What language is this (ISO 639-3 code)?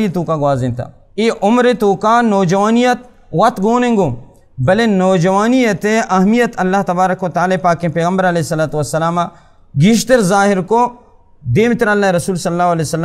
bal